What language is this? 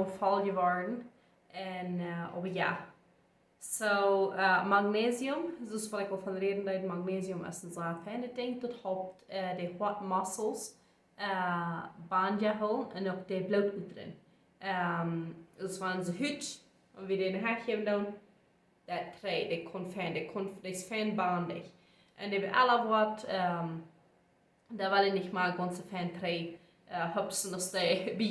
Plautdietsch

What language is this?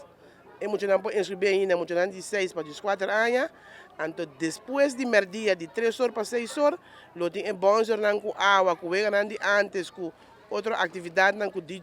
Papiamento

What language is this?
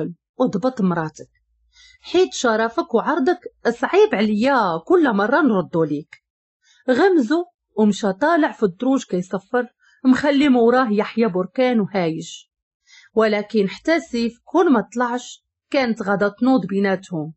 Moroccan Arabic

